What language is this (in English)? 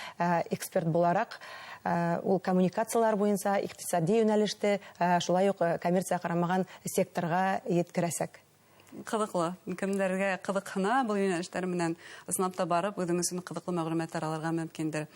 Bashkir